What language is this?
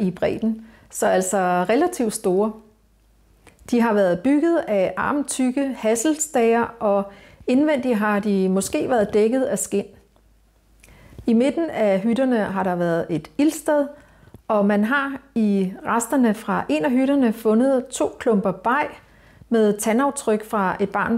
Danish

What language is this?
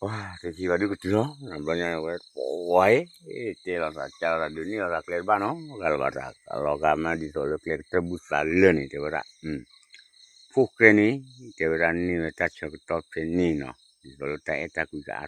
S'gaw Karen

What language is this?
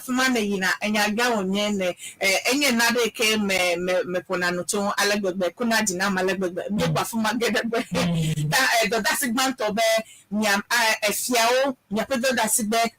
Ewe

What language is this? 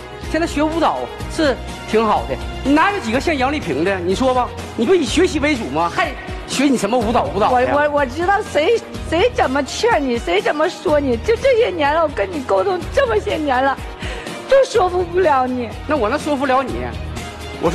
Chinese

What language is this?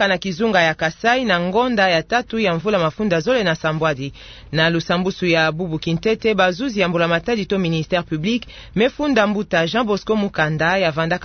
Kituba (Democratic Republic of Congo)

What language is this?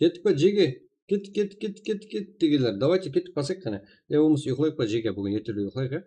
Kara-Kalpak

